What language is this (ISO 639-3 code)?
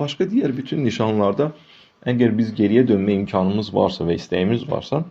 aze